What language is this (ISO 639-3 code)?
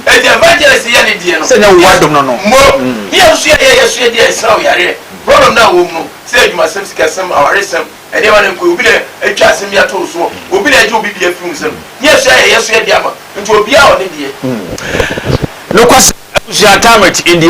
aka